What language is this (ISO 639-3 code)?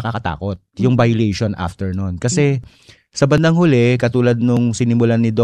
fil